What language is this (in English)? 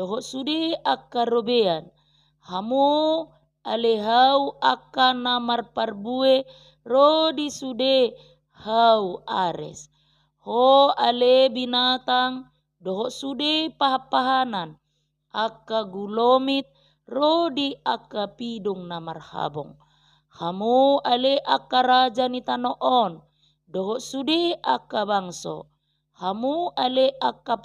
Batak Toba